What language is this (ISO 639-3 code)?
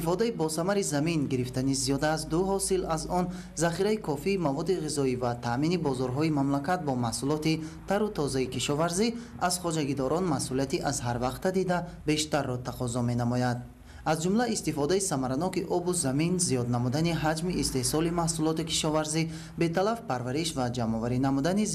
tgk